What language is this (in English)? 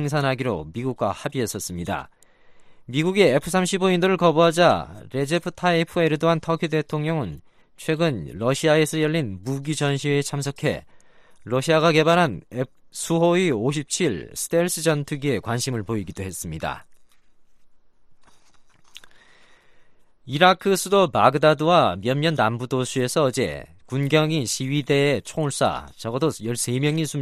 Korean